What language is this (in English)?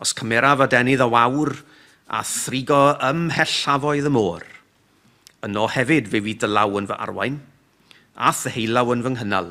Welsh